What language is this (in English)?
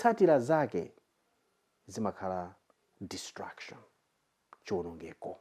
Nyanja